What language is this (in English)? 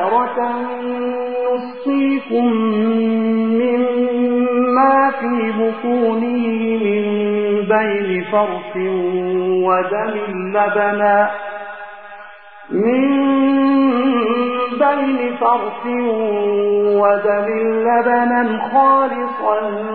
Arabic